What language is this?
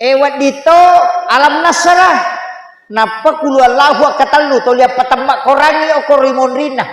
Buginese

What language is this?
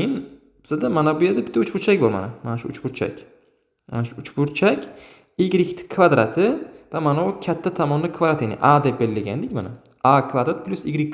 Uzbek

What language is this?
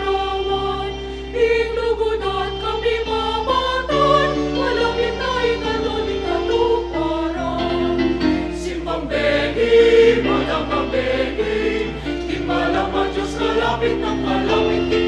Pampanga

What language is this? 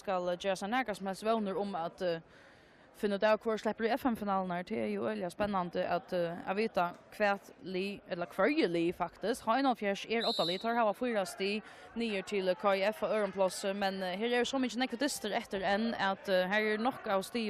Faroese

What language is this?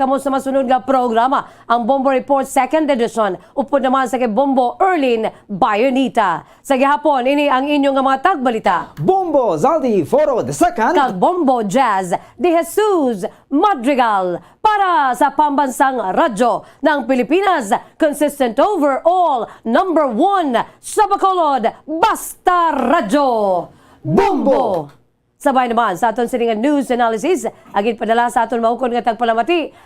Hiligaynon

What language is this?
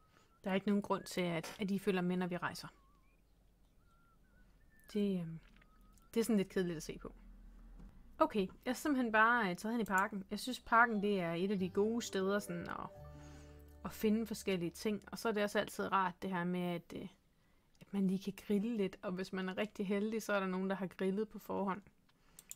Danish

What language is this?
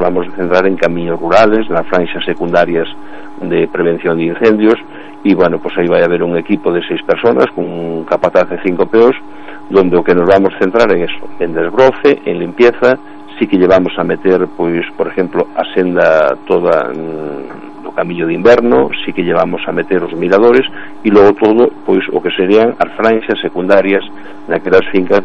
Galician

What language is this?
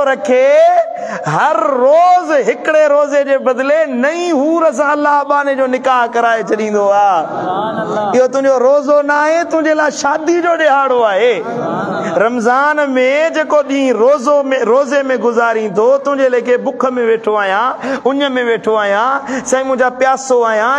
Sindhi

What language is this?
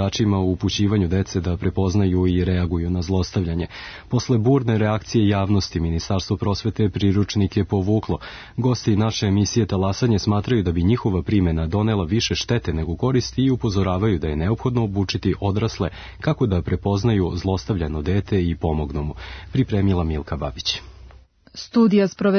Serbian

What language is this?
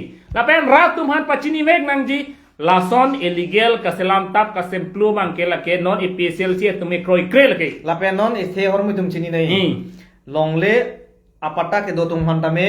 Karbi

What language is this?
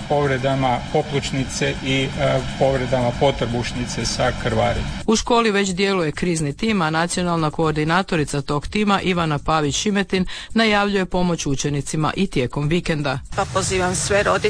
Croatian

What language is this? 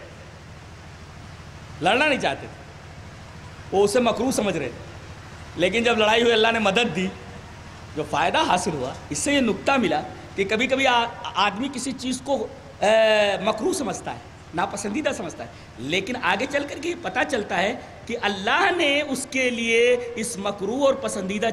Urdu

